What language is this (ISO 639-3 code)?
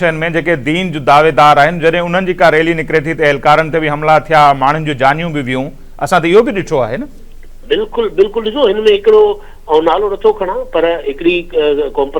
snd